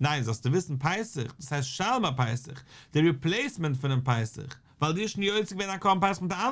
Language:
Yiddish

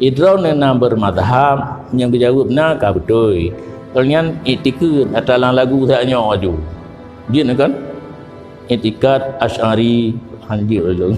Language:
Achinese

